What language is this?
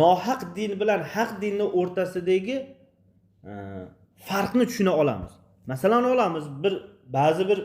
Uzbek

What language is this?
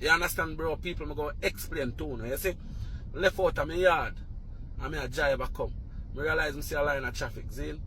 Jamaican Creole English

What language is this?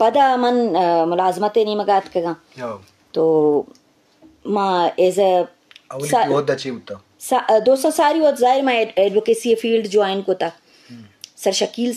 Eastern Balochi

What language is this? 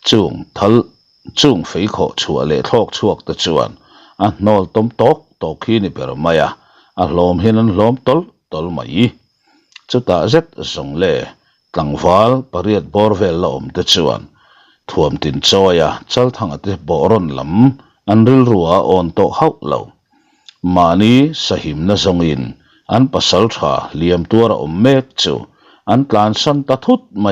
Mizo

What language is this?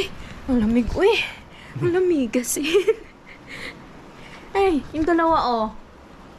Filipino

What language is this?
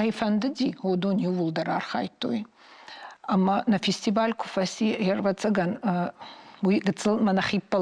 Ossetic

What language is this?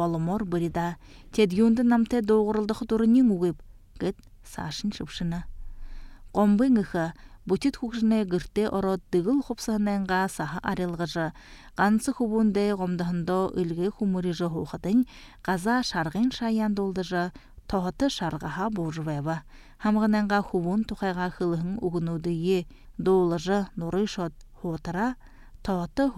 Buriat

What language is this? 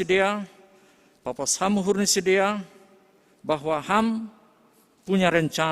Batak Simalungun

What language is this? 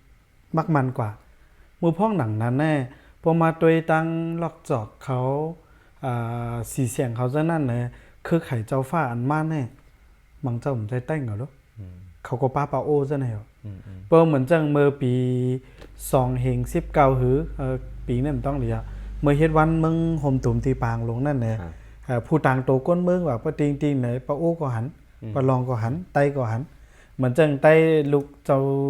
Shan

